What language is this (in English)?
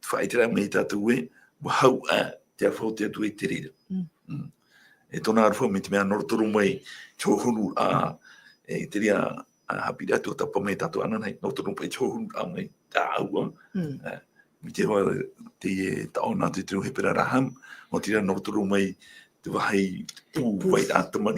Tahitian